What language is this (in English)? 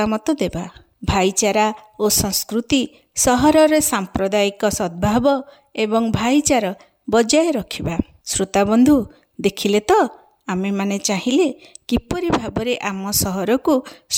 Odia